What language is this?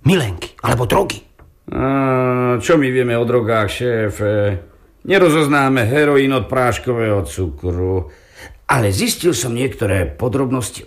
Slovak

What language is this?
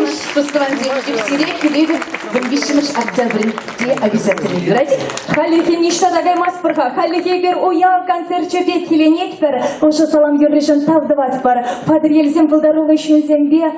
Chuvash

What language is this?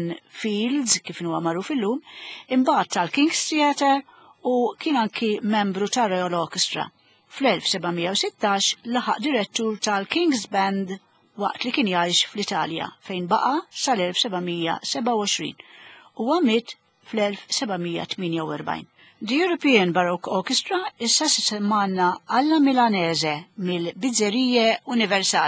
Maltese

